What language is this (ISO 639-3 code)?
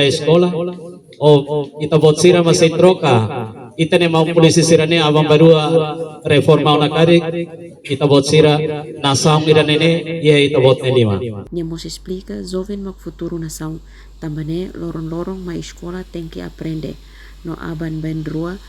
tet